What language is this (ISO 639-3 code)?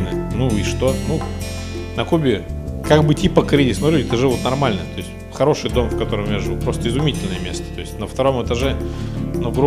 rus